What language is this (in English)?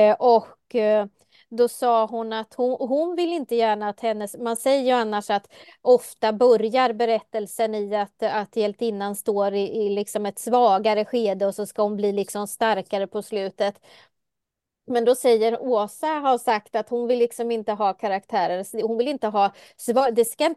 Swedish